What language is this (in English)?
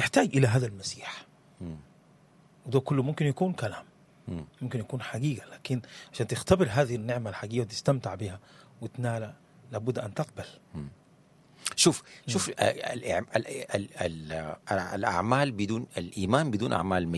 Sudanese Arabic